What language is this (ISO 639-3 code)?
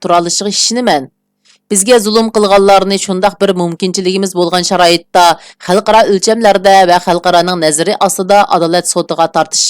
uig